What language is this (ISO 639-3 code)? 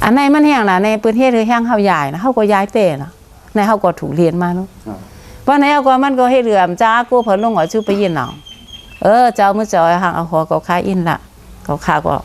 shn